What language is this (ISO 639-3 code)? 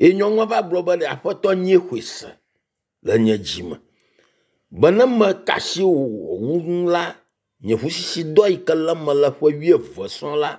ewe